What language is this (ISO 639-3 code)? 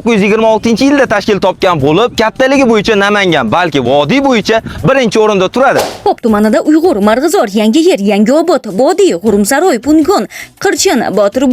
uzb